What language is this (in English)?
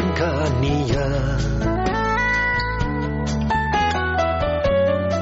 Basque